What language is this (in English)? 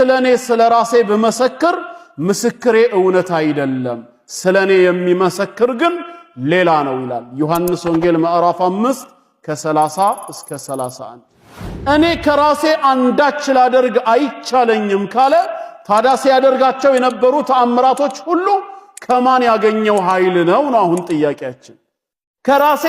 Amharic